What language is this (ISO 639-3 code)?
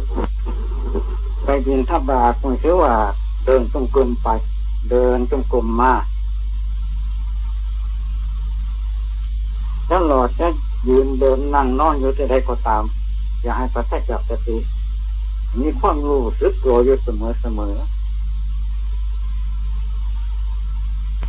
tha